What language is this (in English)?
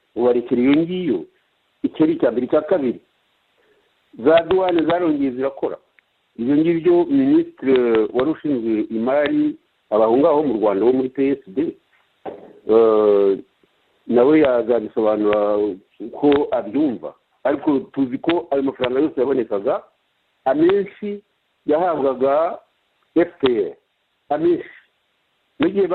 Kinyarwanda